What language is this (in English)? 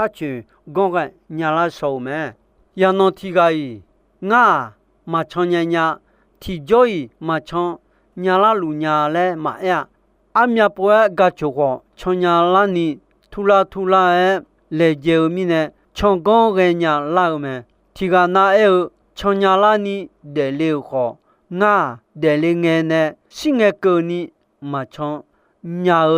Akha